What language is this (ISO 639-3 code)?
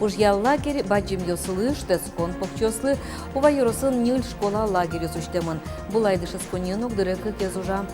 udm